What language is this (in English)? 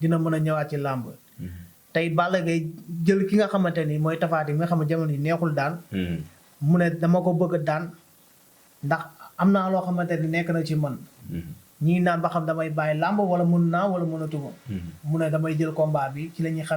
Wolof